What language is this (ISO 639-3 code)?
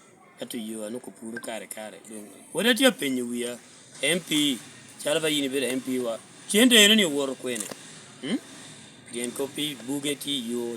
laj